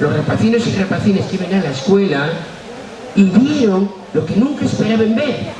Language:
Asturian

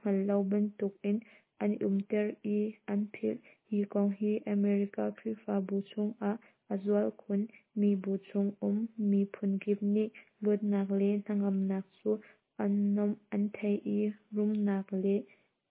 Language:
Hakha Chin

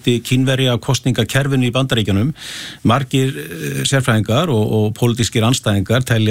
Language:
Icelandic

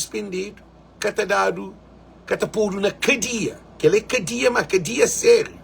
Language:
Kabuverdianu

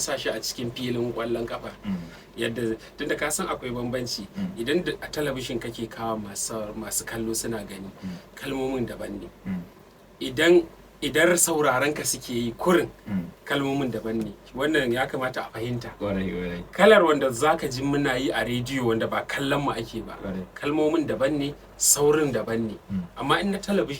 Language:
Hausa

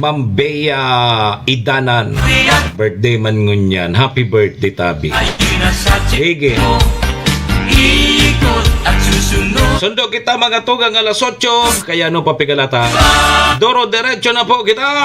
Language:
Bikol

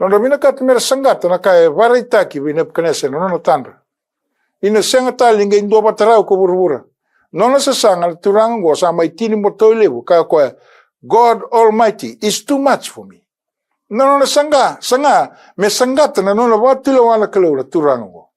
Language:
Fijian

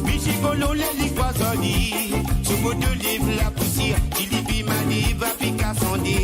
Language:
Morisyen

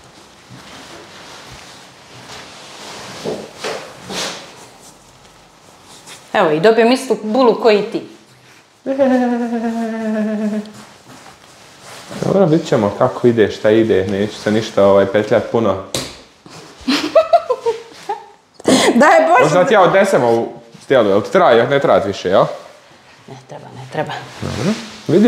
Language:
Croatian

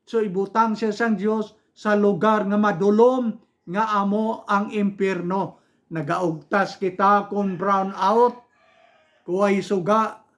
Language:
Hiligaynon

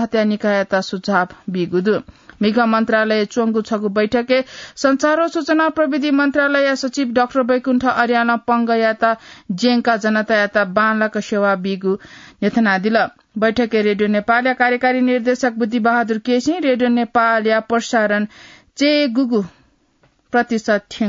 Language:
Newari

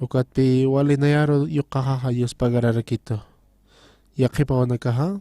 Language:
Aymara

